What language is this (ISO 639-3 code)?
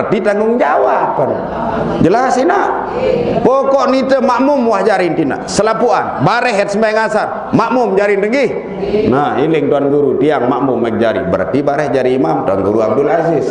sas